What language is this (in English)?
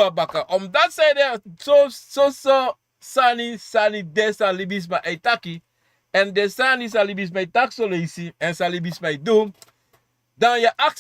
Sranan Tongo